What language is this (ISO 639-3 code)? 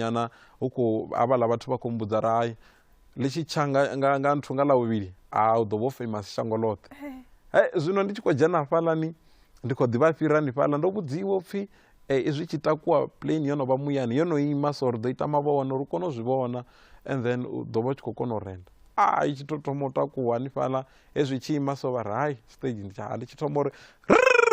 ven